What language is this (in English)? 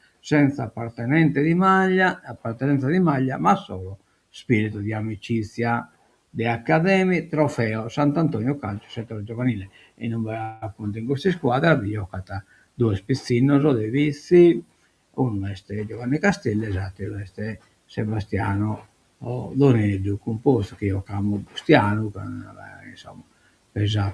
Sardinian